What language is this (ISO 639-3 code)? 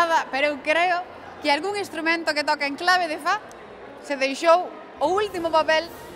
glg